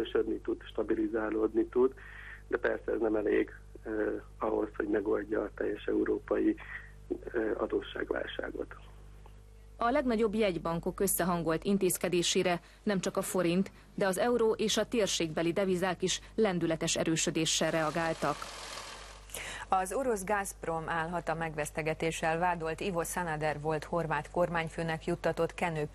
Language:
Hungarian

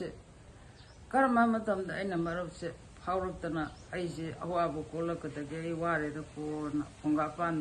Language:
Manipuri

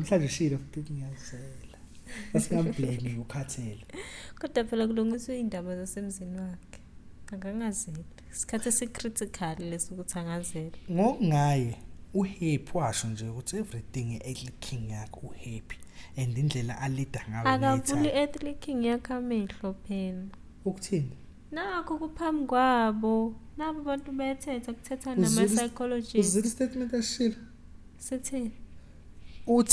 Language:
Zulu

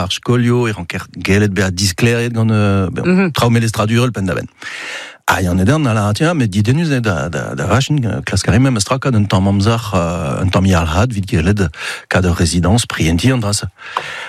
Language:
Breton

